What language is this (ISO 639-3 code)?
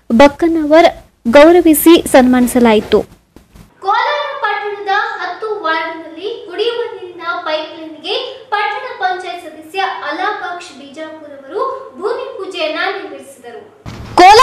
kan